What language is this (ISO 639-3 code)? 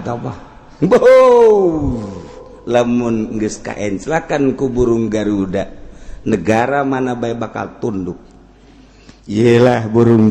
sun